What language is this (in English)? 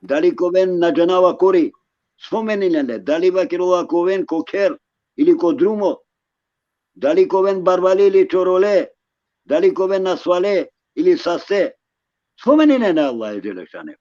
Balkan Romani